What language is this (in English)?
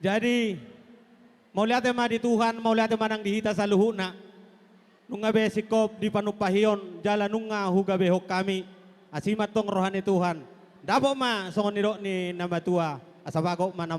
Batak Toba